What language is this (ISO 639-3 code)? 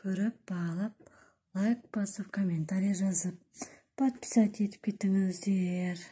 kaz